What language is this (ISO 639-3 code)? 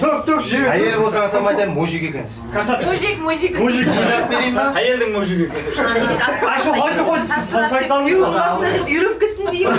kaa